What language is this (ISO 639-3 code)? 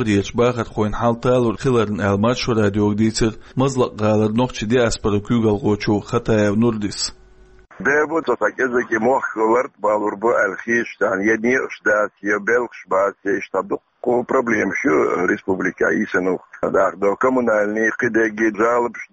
che